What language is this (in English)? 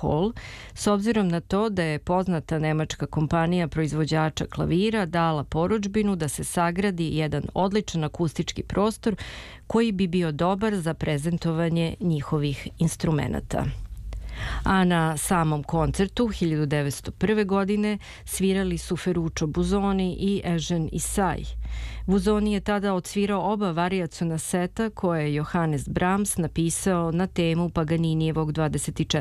Serbian